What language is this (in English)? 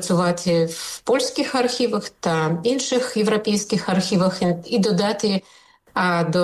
Ukrainian